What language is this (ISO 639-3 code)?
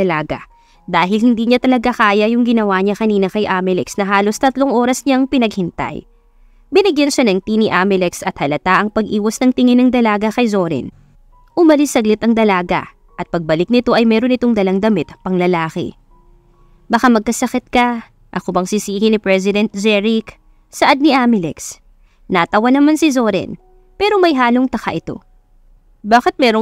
fil